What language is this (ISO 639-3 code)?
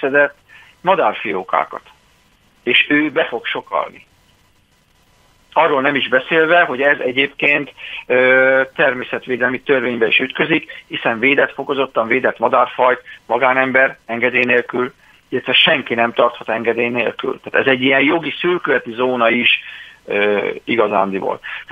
hun